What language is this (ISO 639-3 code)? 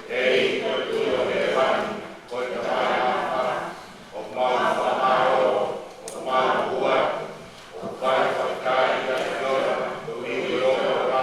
ton